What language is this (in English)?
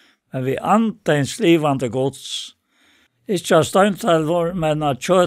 Faroese